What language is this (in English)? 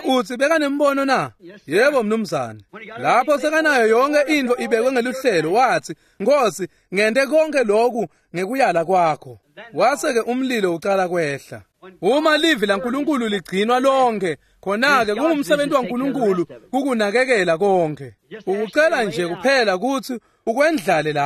Swati